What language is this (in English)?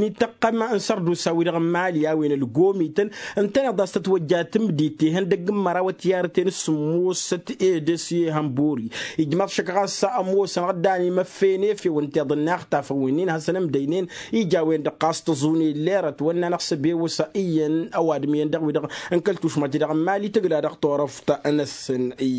Tamasheq